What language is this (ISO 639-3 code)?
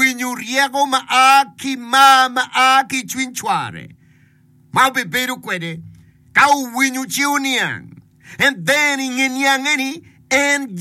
ach